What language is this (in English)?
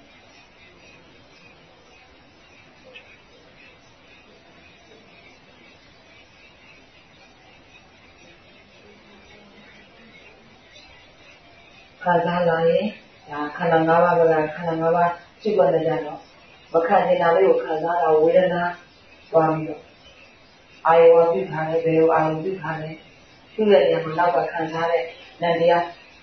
Burmese